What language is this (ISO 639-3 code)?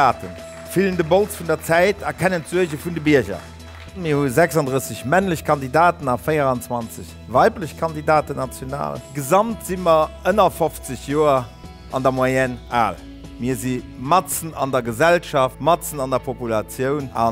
ltz